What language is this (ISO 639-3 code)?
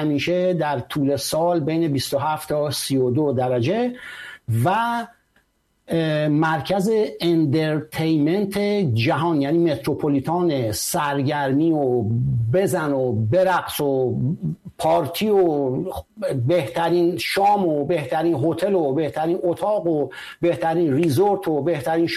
fas